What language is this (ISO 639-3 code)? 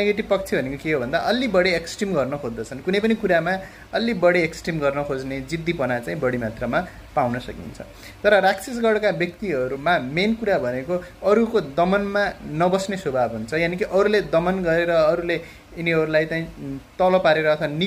nep